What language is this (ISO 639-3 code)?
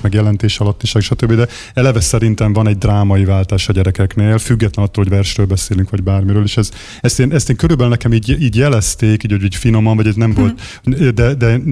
hun